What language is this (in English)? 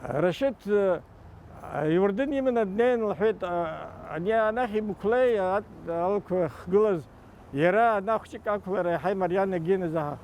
Abkhazian